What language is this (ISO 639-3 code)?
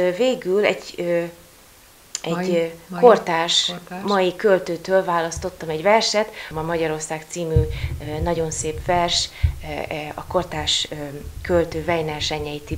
hun